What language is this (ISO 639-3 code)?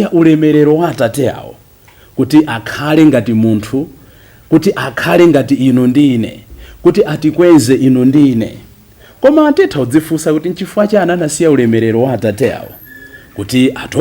nya